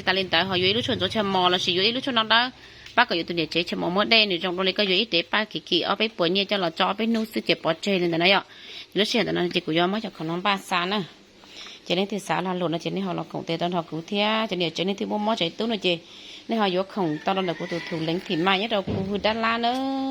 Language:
Hmong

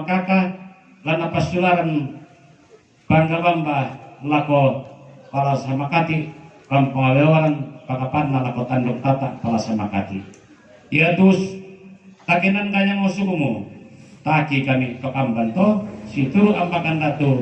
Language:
Toraja-Sa'dan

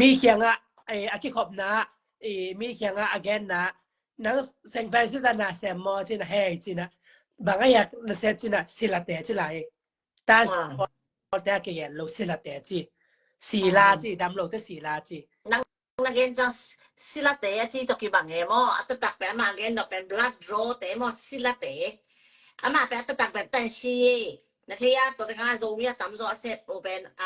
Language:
Tedim Chin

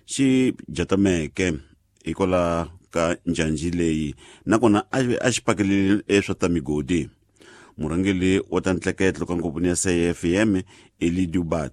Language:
Tsonga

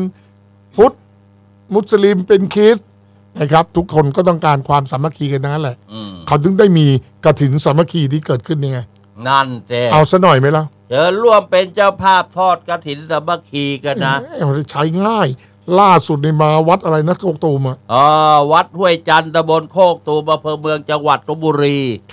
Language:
Thai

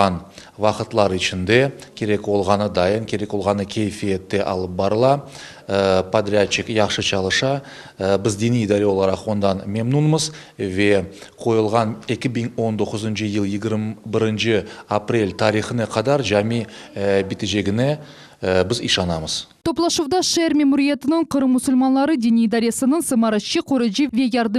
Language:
Crimean Tatar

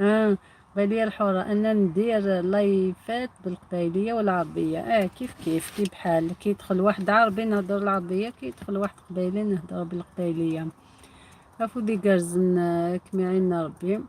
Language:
Algerian Arabic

